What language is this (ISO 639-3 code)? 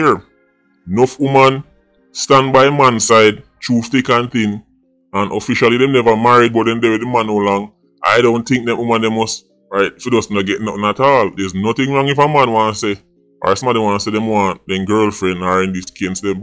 jam